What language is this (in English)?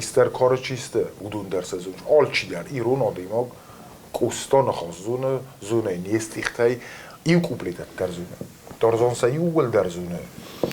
Ossetic